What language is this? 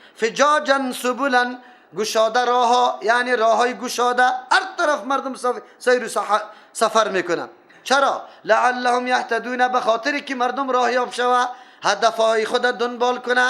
Persian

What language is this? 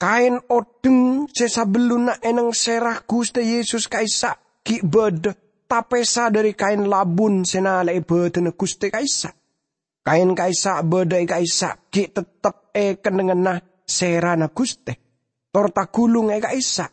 Madurese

